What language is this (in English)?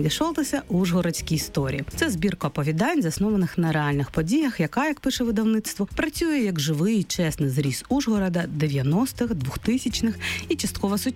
Ukrainian